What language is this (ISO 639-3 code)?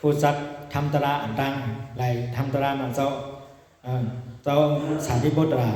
shn